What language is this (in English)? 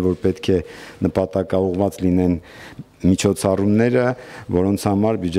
Armenian